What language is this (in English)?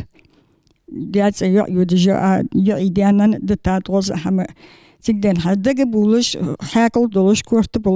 Ingush